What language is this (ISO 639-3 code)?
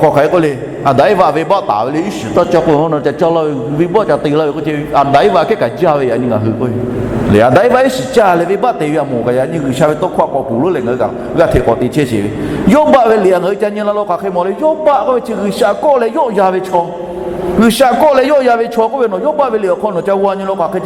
lhu